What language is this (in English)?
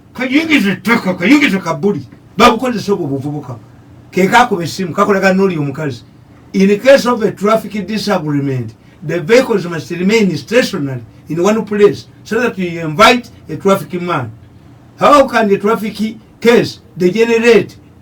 Ganda